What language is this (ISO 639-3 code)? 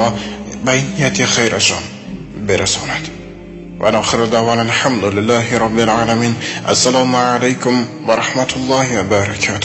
tgk